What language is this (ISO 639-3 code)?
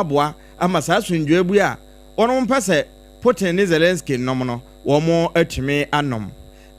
aka